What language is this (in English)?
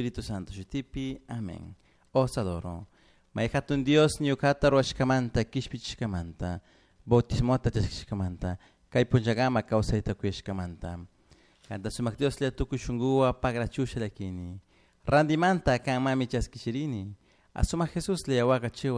Chimborazo Highland Quichua